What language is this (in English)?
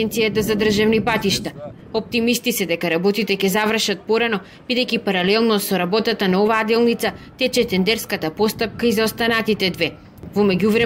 Macedonian